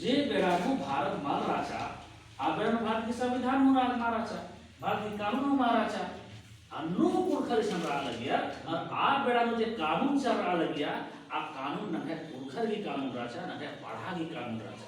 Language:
Kurukh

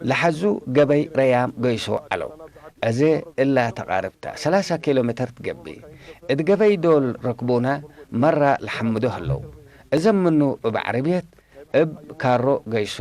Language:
Tigre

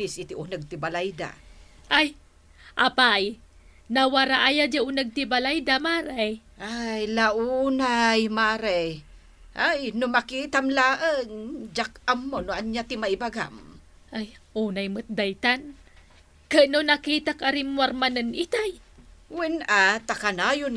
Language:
Iloko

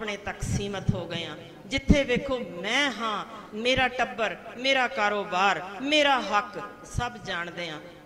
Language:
Punjabi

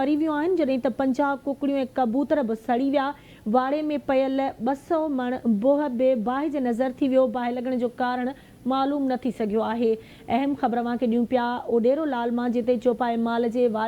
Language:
Sindhi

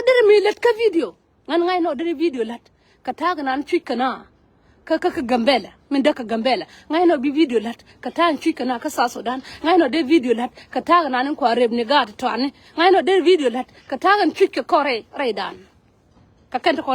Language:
Nuer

